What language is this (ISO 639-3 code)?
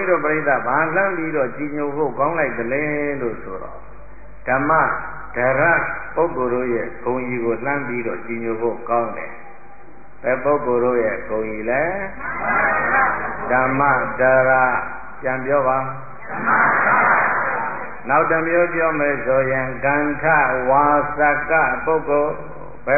mya